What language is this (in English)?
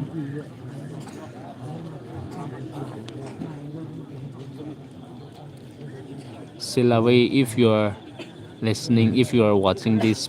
Poumei Naga